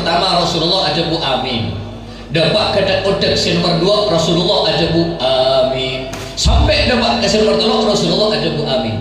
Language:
Madurese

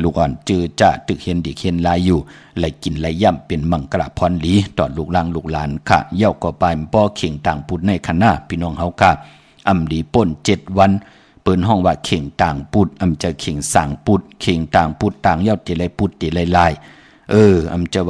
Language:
Shan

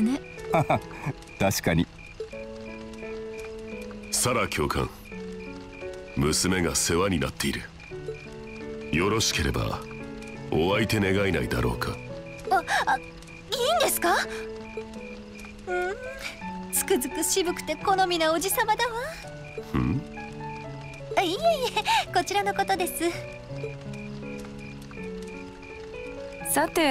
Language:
Japanese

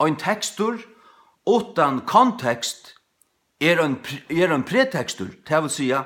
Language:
Faroese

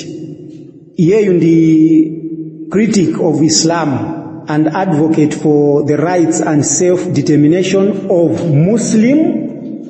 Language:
Nyanja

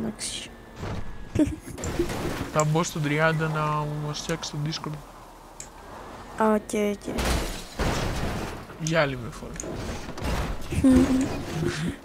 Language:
Greek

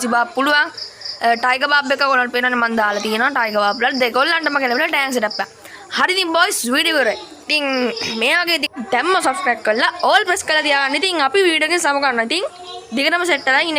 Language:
Sinhala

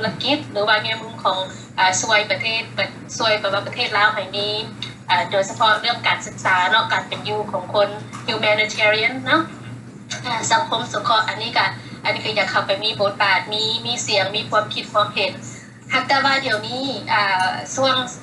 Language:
Lao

